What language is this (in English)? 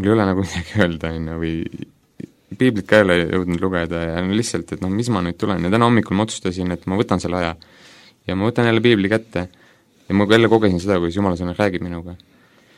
Estonian